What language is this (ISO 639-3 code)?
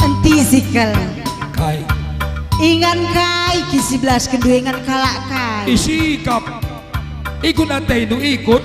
btx